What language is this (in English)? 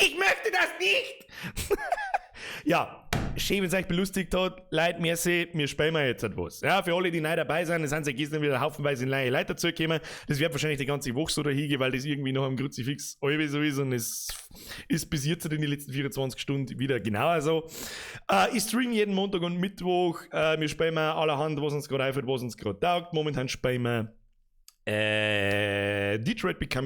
Bavarian